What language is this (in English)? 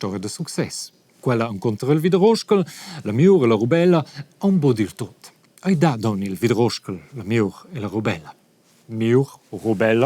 Romansh